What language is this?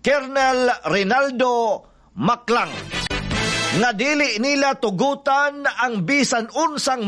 Cebuano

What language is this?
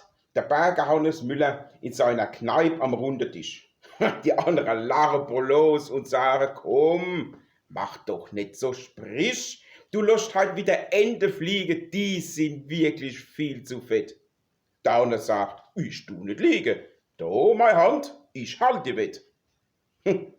Palatine German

